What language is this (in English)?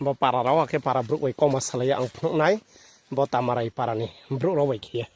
Riang (India)